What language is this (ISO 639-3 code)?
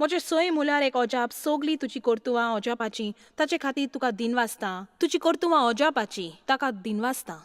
kok